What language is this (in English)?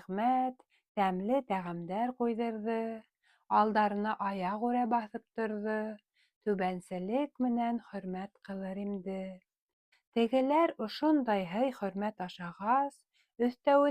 Bashkir